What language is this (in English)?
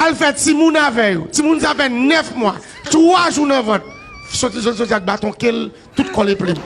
Haitian Creole